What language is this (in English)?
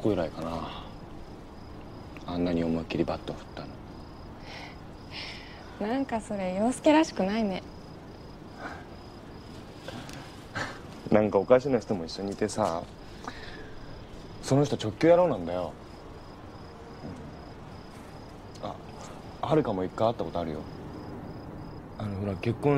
Japanese